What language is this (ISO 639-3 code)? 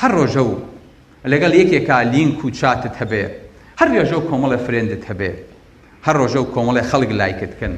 ckb